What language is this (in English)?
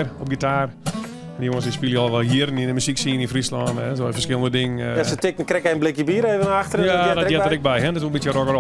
Western Frisian